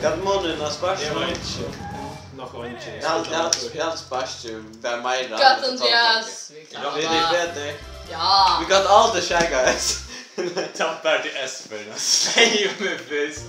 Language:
Faroese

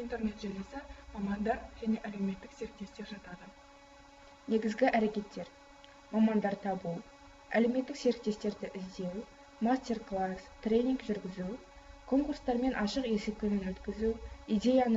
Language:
Kazakh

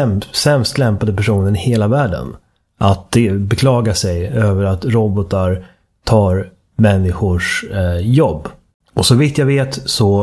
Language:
Swedish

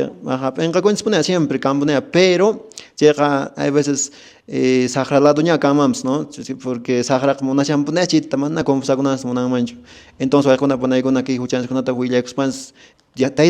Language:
Quechua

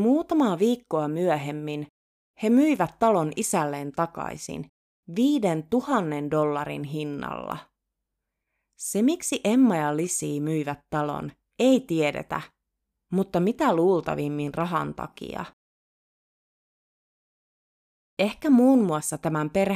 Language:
Finnish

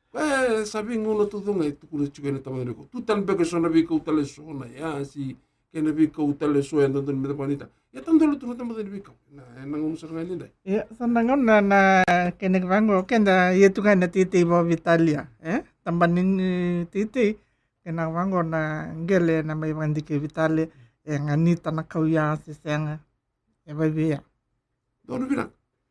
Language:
Fijian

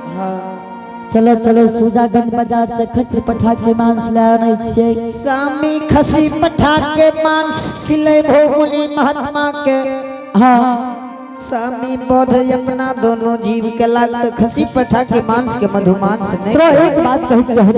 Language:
Angika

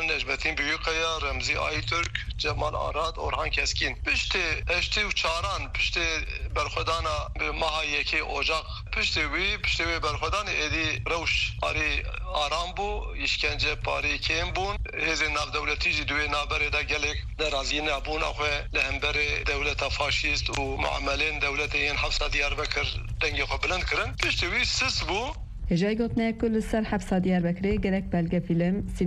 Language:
Kurdish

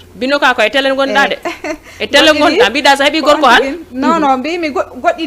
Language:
Fula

